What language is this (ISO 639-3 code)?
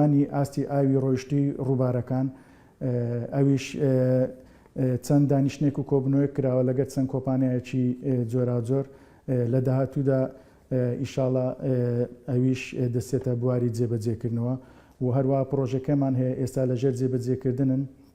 ckb